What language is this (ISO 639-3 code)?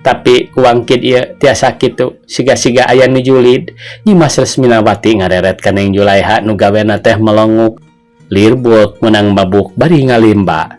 sun